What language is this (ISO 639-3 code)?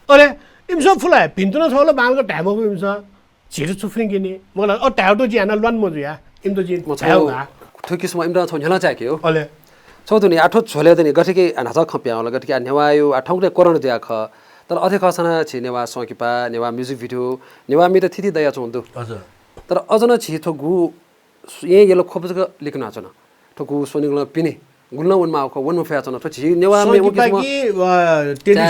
new